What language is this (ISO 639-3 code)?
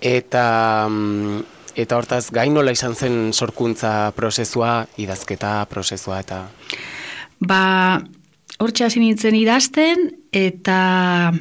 eus